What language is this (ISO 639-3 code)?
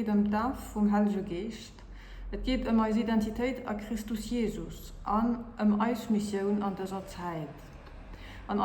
ltz